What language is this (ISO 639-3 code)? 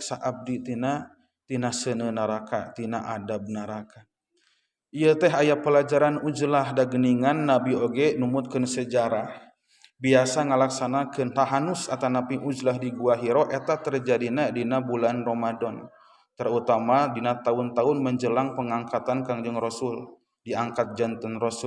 sun